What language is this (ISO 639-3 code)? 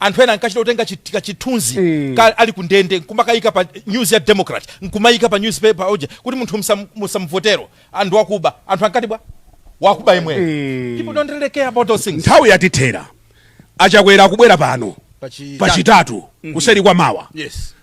nya